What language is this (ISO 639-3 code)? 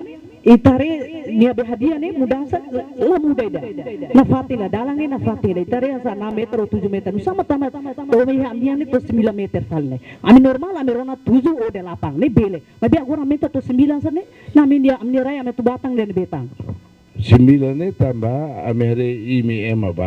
tet